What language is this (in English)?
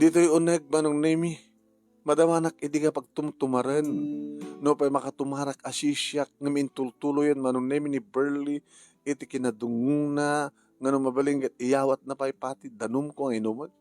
Iloko